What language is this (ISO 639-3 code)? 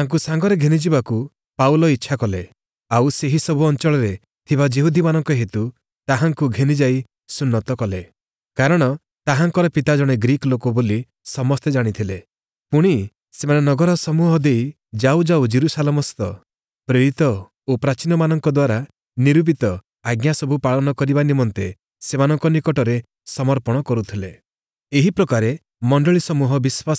ori